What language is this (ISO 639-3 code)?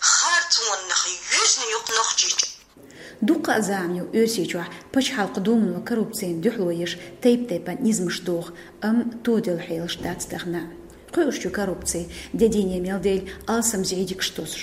che